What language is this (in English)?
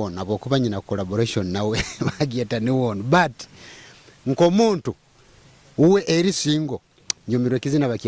Nyoro